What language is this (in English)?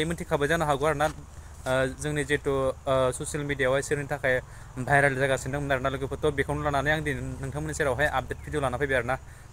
Bodo